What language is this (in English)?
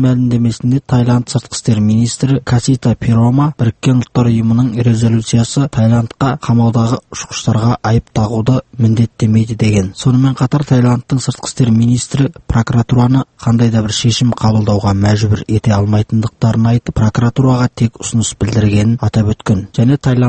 Kazakh